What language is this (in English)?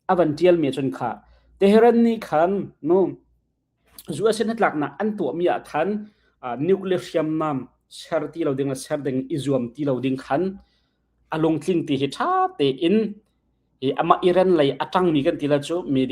Hakha Chin